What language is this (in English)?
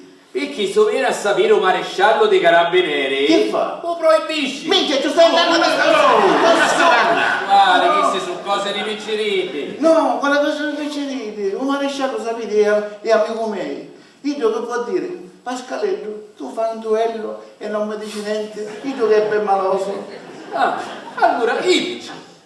Sicilian